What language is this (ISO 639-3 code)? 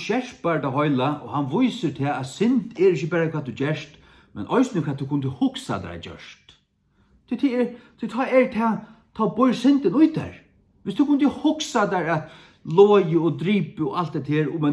fao